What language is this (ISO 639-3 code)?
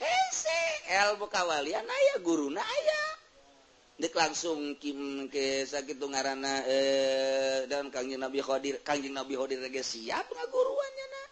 sun